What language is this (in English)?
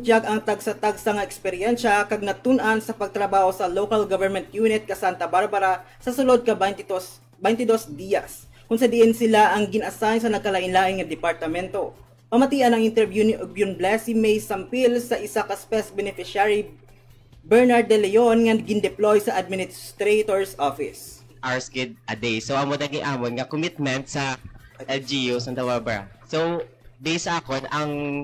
Hiligaynon